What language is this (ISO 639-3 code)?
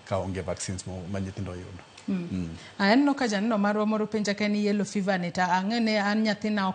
luo